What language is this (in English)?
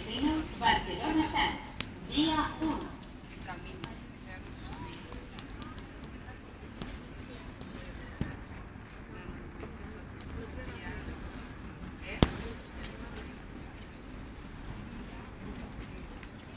Catalan